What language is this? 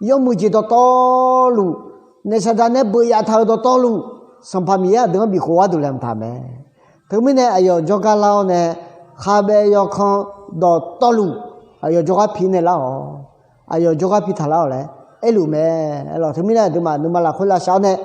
Akha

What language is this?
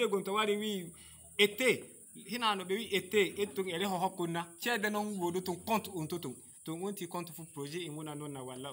Fula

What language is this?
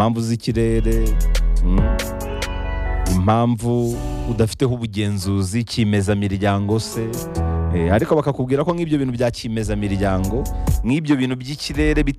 Kinyarwanda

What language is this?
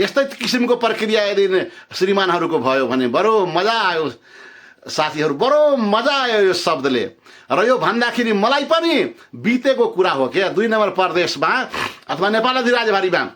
Nepali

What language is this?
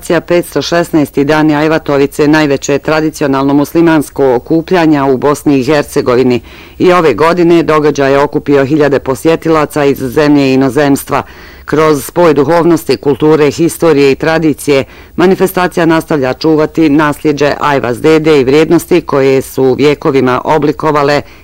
Bosnian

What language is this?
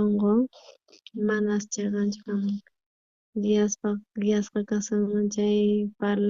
South Bolivian Quechua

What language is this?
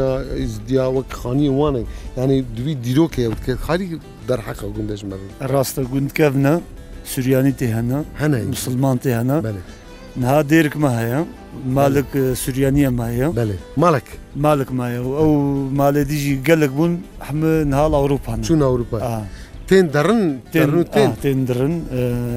Kurdish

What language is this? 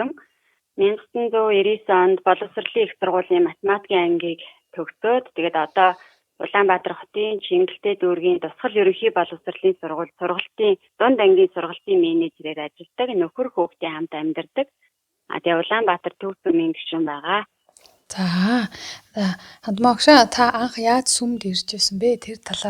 Mongolian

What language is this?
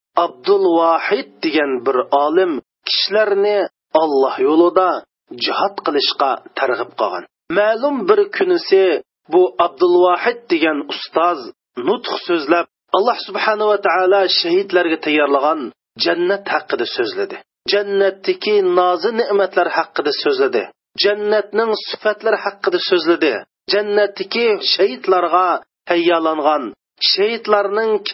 Uyghur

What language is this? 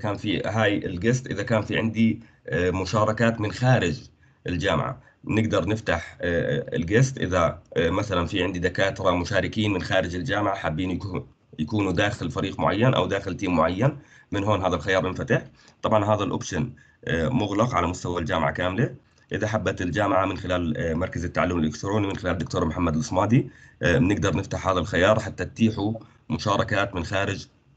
South Levantine Arabic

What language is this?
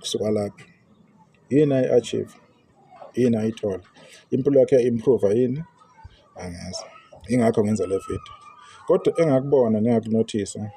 Zulu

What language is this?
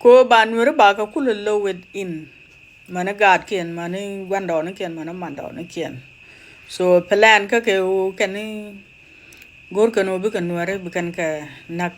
Nuer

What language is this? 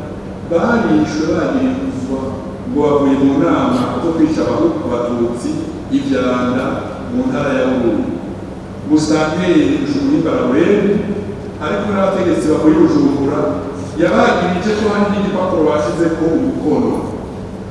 Rundi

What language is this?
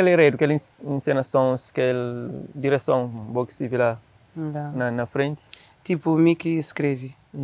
Kabuverdianu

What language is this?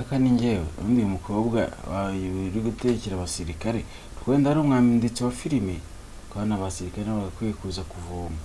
Kinyarwanda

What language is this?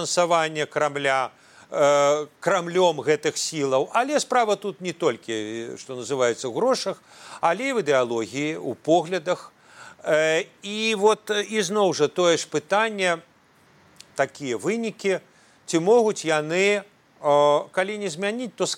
Belarusian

